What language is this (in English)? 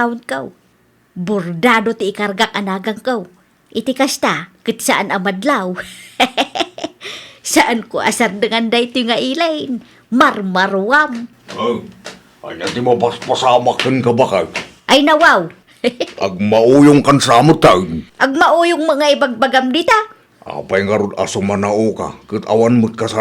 Iloko